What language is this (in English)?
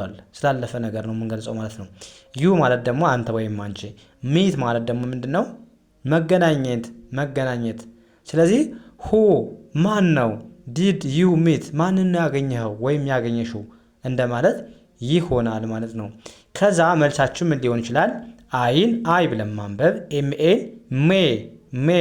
Amharic